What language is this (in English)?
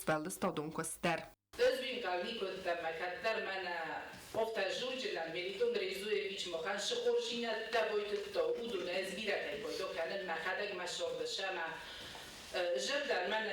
Ossetic